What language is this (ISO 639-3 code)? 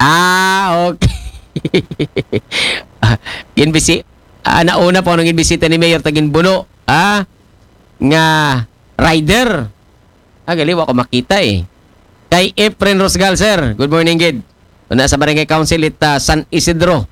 akl